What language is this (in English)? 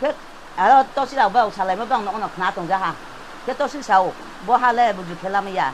Riang (India)